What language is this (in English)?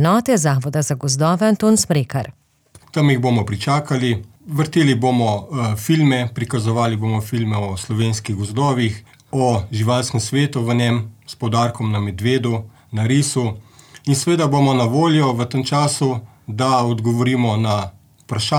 Slovenian